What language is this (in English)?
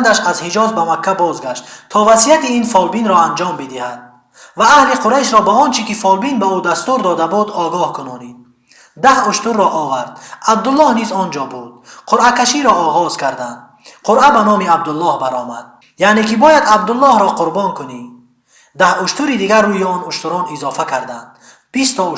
Tajik